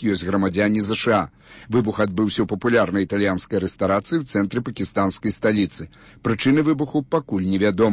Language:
Belarusian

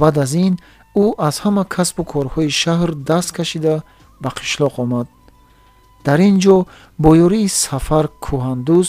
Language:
Tajik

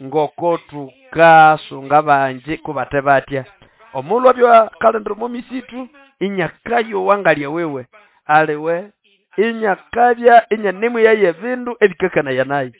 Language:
Nande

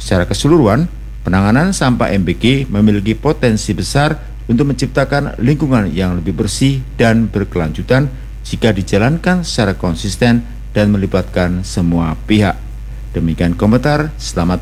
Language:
Indonesian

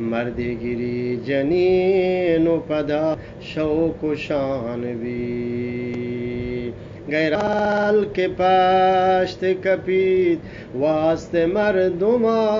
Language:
Eastern Balochi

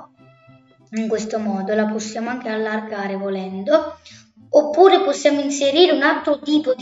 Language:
Italian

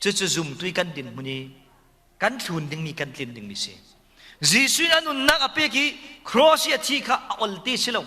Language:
Falam Chin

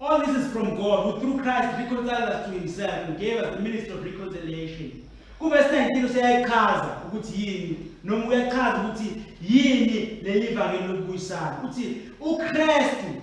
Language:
Zulu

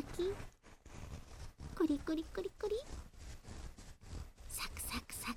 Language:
Japanese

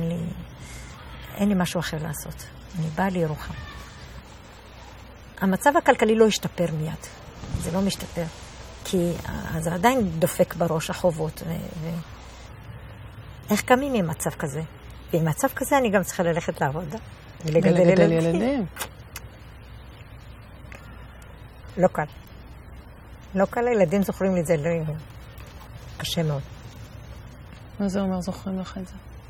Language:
Hebrew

